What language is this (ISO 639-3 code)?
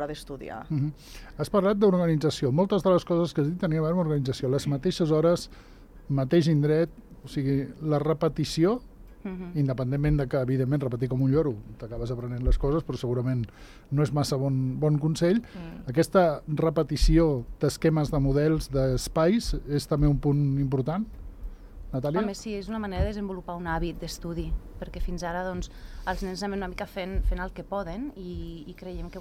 cat